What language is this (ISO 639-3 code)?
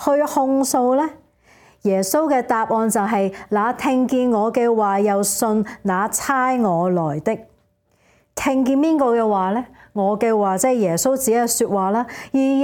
yue